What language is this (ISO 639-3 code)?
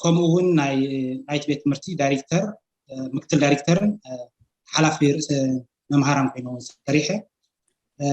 tir